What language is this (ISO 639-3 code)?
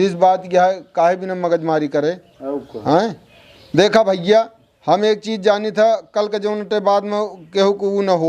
awa